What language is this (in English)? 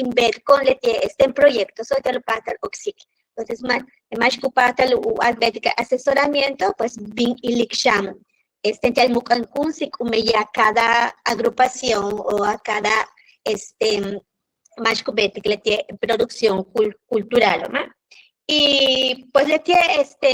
Yucateco